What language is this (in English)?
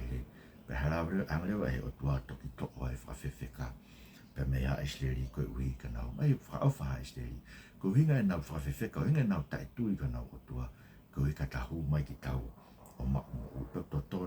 Tongan